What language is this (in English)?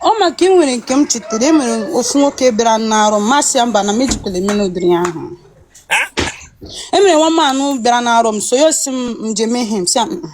Igbo